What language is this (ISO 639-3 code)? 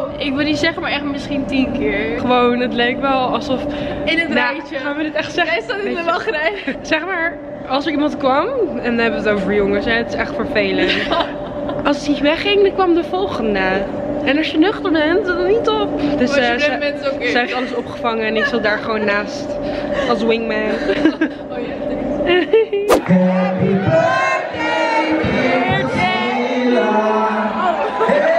nld